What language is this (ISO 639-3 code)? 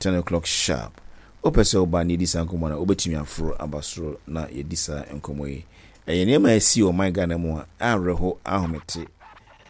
aka